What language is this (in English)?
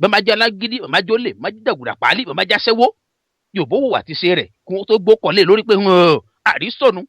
Yoruba